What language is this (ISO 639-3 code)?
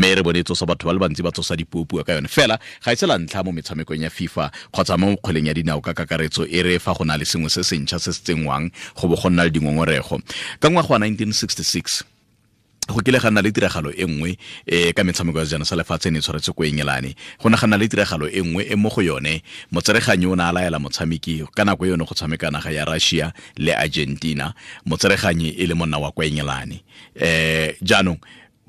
tsn